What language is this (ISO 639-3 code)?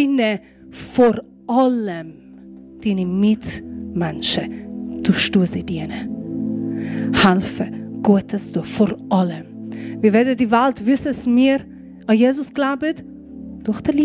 gsw